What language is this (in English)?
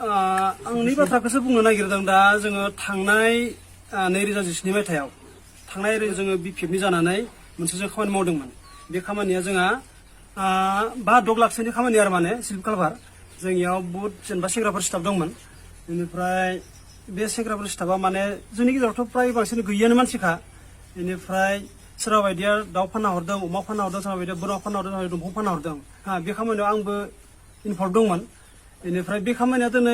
Bodo